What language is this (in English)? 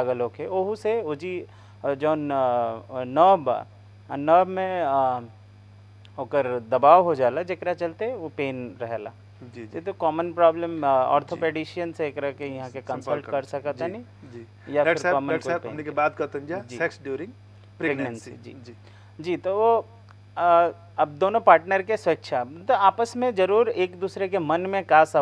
Bhojpuri